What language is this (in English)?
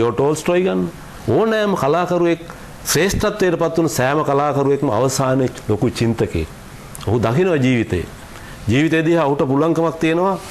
Sinhala